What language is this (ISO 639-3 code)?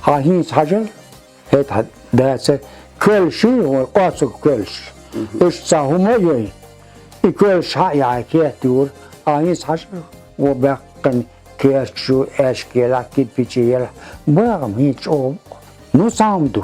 che